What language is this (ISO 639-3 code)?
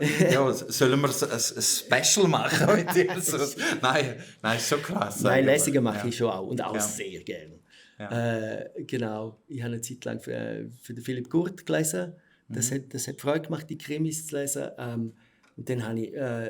gsw